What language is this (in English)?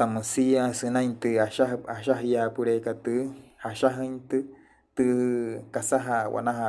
Wayuu